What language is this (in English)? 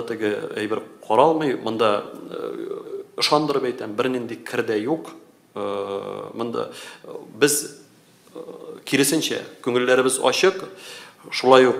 Tatar